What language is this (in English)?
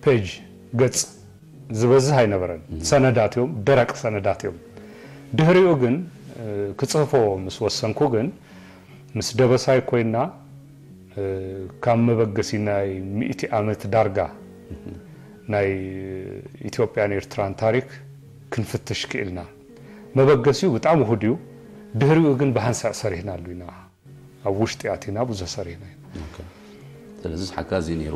Tigrinya